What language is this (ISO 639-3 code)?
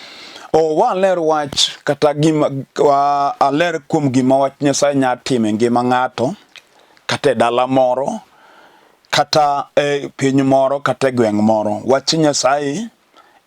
luo